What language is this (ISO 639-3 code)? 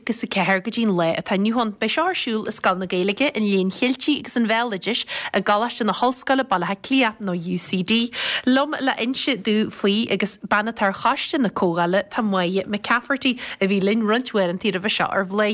gle